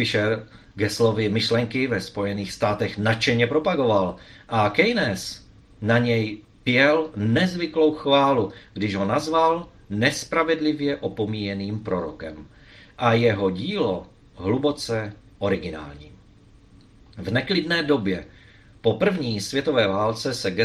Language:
Czech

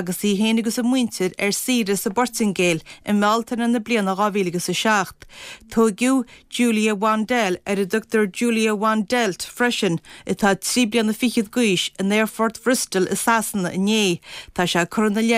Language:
Irish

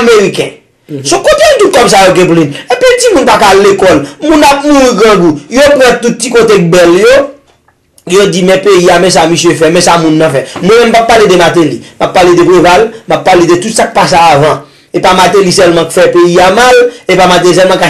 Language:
Haitian Creole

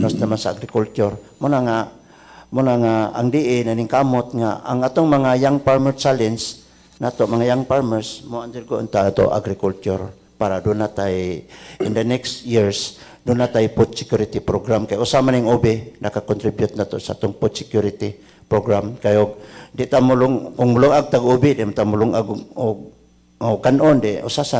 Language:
Cebuano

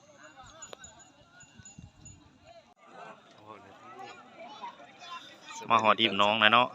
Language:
Lao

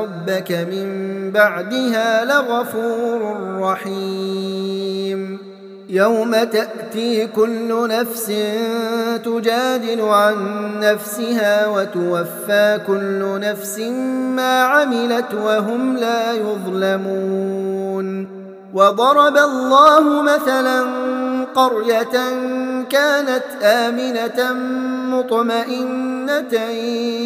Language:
Arabic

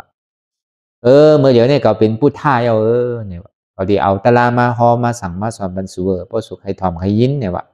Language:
Shan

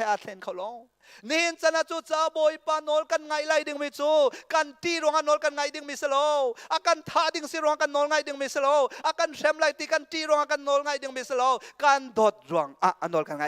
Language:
Hakha Chin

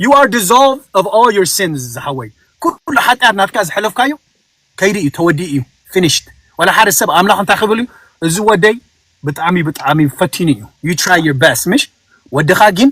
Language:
Tigrinya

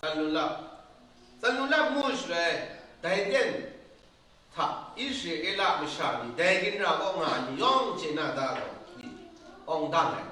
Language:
Kachin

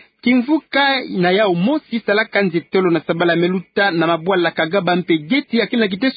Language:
Kituba (Democratic Republic of Congo)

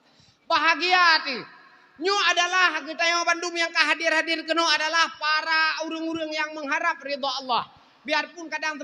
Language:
Achinese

